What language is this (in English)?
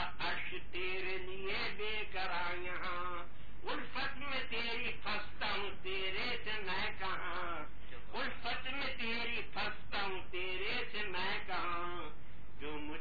Urdu